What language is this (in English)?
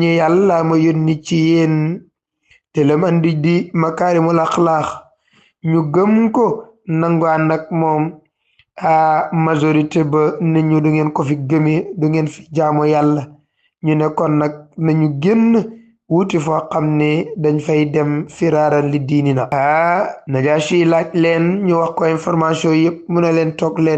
Wolof